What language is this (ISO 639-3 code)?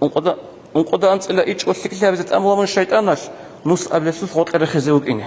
ava